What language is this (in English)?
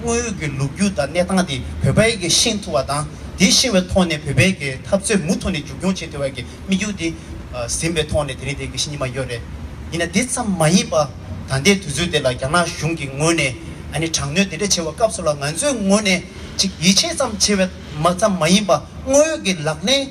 Tibetan